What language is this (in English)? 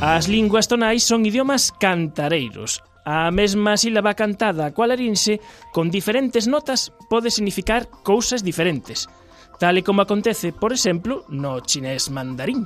Galician